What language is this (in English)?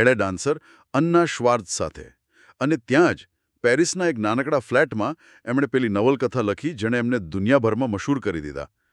Gujarati